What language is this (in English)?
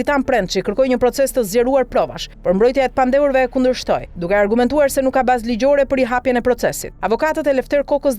Albanian